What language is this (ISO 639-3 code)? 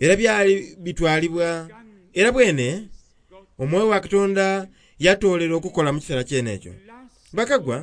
xog